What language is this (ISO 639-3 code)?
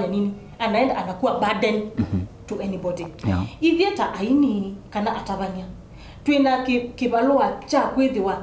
kam